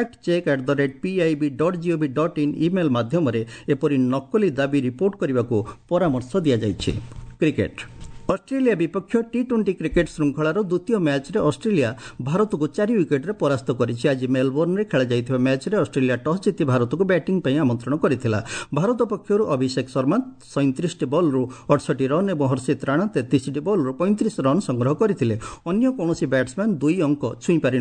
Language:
Odia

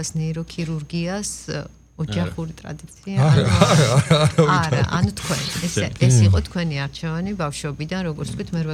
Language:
Georgian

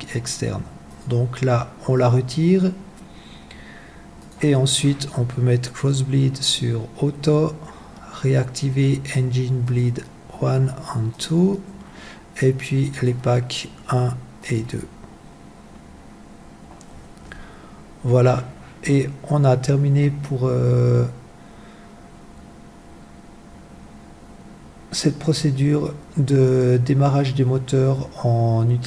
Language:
French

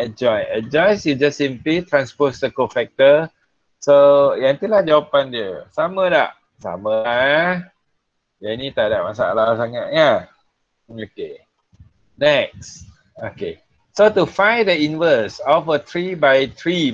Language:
Malay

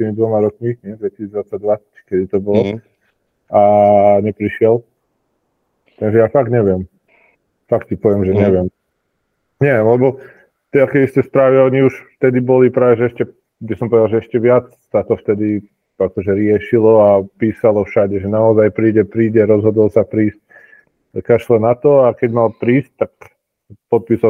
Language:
Slovak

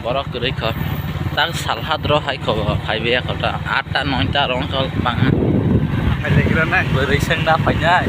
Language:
Kok Borok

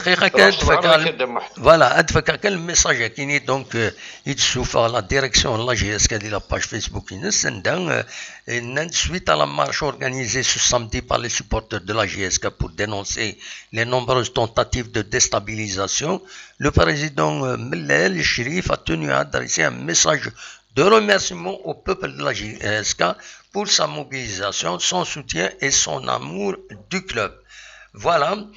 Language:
Kabyle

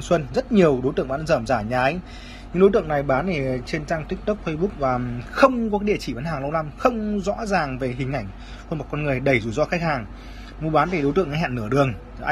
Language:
Vietnamese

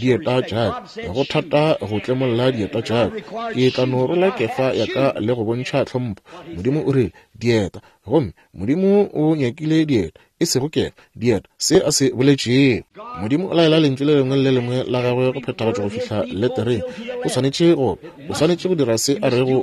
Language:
Northern Sotho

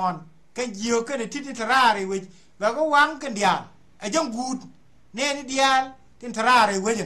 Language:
Nuer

